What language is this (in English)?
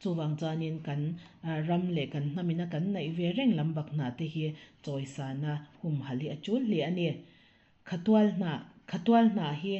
Mizo